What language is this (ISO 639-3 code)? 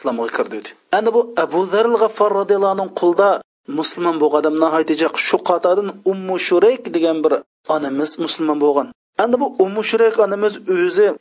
uig